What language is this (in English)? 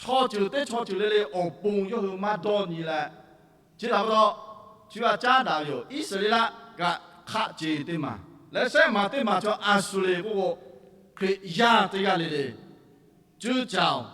Lahu